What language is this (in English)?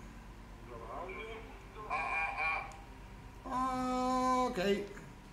Italian